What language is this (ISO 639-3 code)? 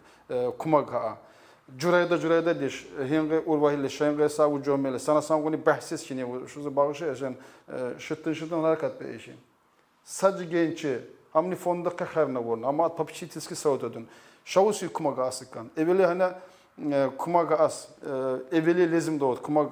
tkr